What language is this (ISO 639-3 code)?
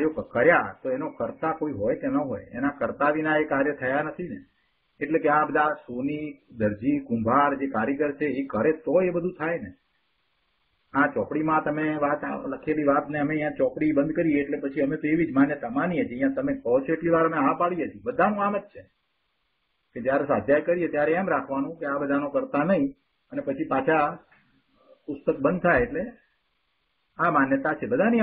guj